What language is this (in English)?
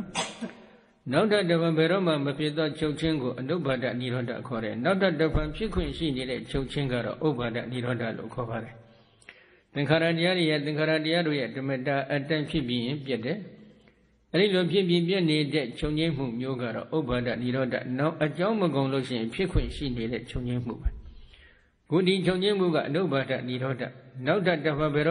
Burmese